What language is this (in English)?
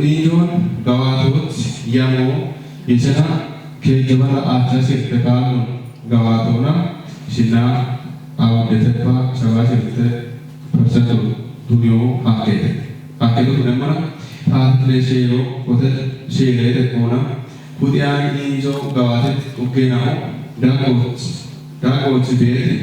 Kafa